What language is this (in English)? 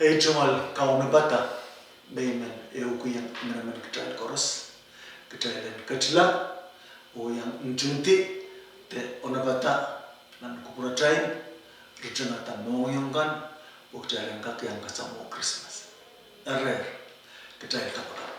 Pohnpeian